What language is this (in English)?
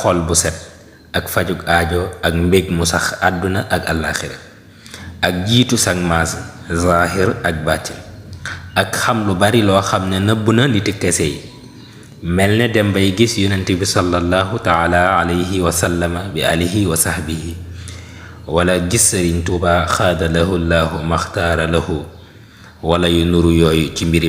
Wolof